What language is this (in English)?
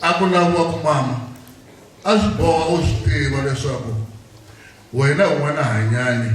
Tsonga